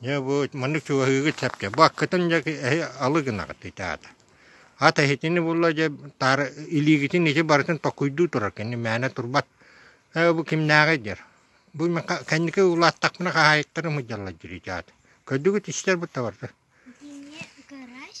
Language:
Yakut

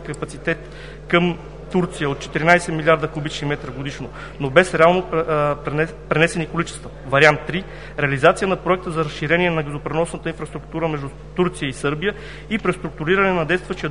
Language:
Bulgarian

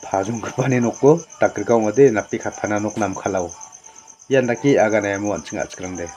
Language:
Garo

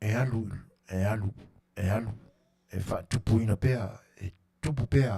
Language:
Samoan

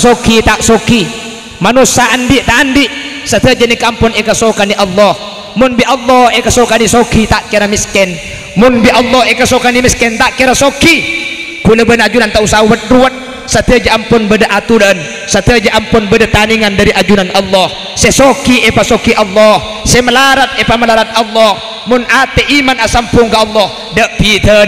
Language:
Madurese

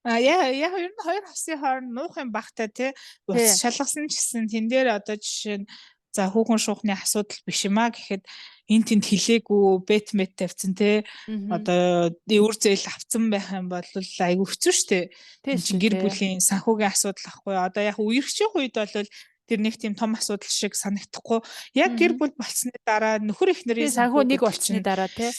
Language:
Mongolian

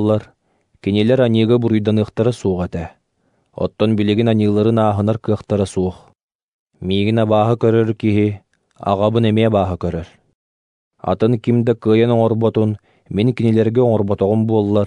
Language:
Yakut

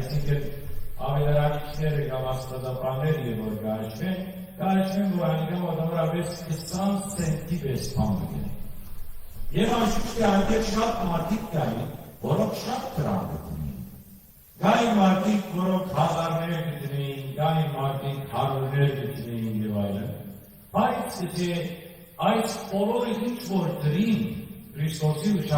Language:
Western Armenian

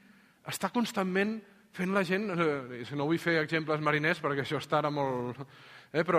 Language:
Catalan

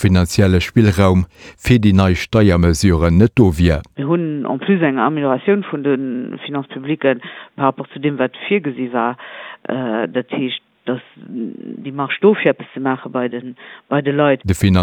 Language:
Luxembourgish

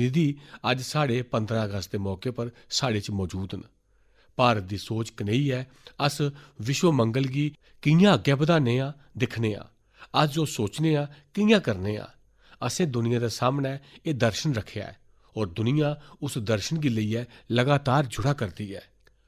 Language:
Dogri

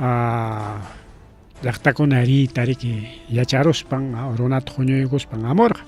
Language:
Ayacucho Quechua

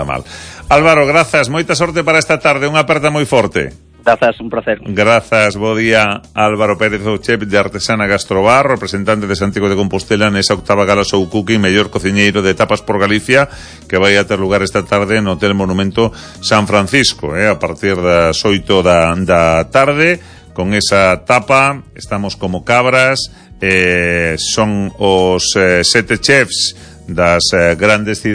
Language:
Galician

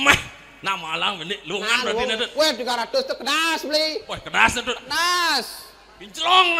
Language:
Balinese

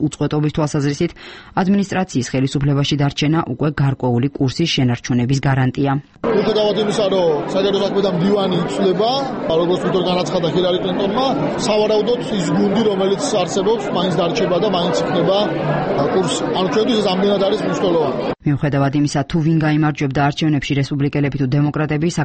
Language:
Georgian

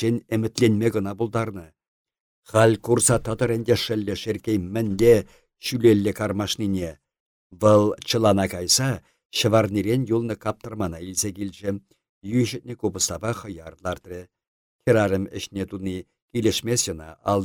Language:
Chuvash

